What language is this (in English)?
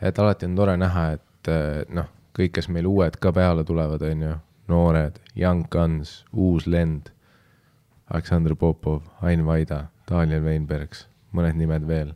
Estonian